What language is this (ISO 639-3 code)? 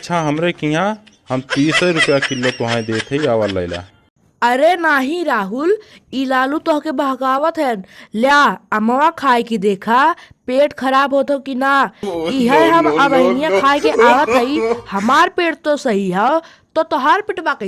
bho